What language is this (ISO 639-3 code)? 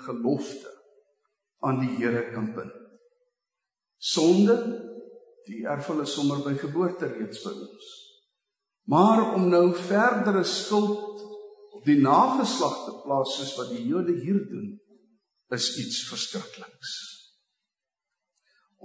afr